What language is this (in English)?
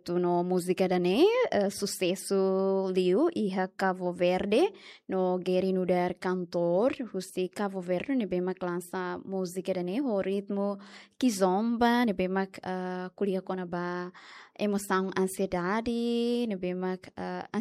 Tetum